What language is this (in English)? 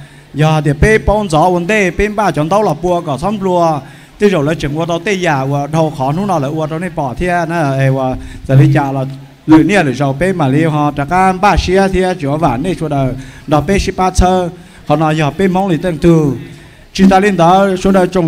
Hmong